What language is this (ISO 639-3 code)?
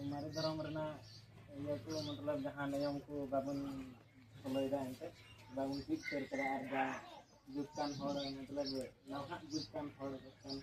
sat